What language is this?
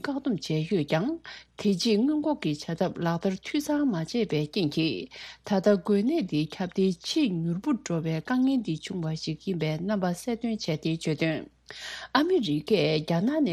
Tibetan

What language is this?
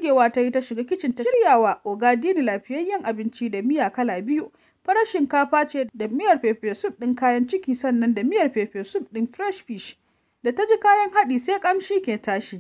Hausa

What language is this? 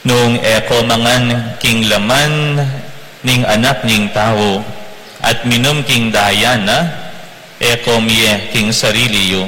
Pampanga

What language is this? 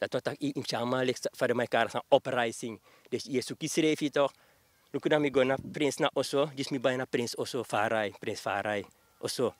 Sranan Tongo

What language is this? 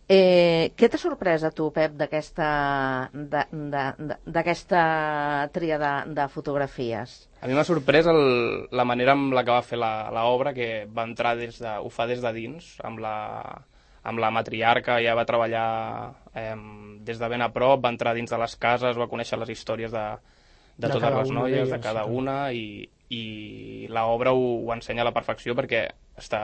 Catalan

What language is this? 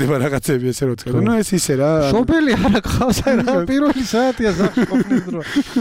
Georgian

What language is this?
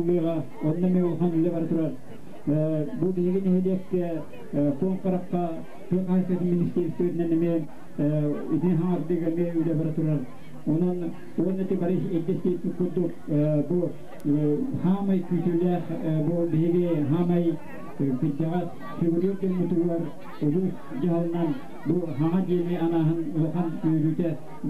Yakut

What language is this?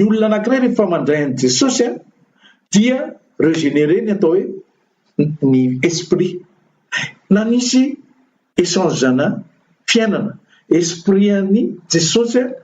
Malagasy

